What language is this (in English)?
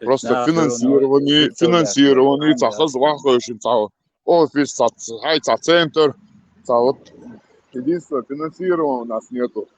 Chechen